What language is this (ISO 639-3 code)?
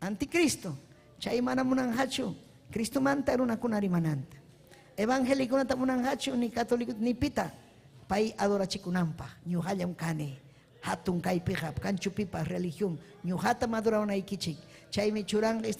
quy